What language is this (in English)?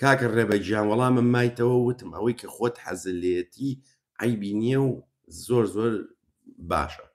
Central Kurdish